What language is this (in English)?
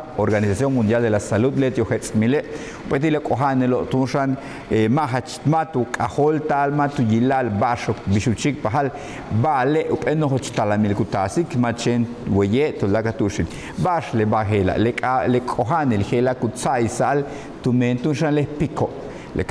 Yucateco